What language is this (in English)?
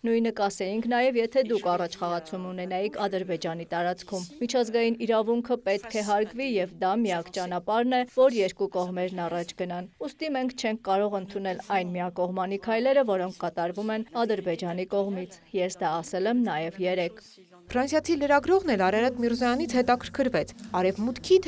Armenian